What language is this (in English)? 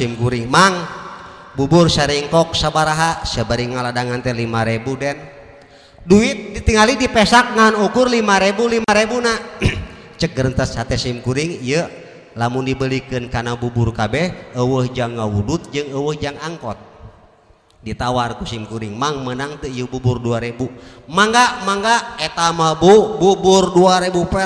Sundanese